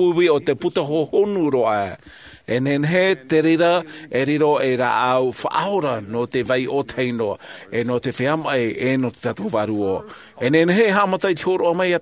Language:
Tahitian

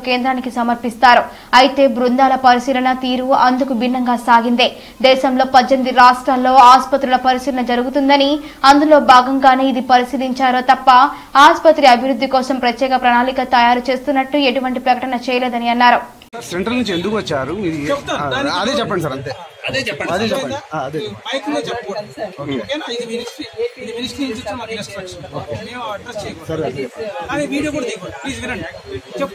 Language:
Telugu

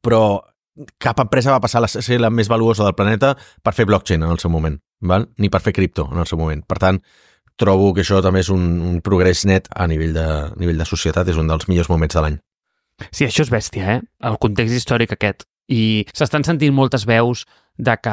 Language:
Catalan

